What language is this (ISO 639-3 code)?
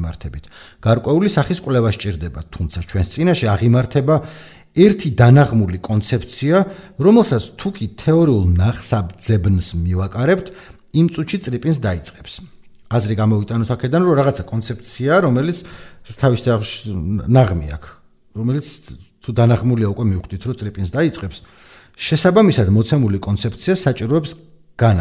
kat